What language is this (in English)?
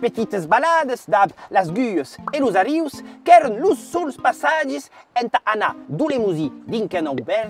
Occitan